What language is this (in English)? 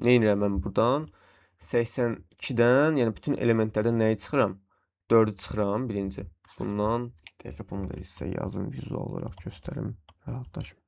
Azerbaijani